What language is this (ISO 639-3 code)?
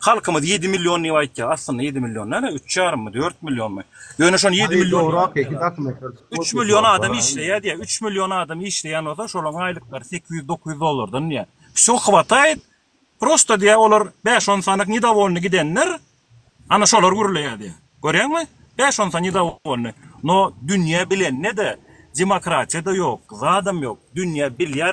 tuk